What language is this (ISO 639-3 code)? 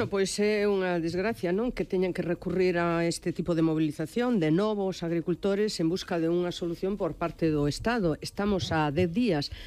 glg